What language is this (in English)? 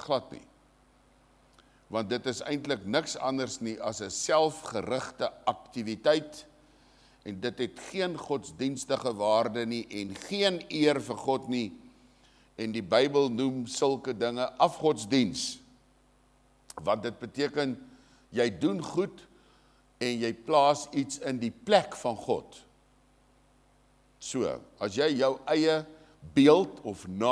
Afrikaans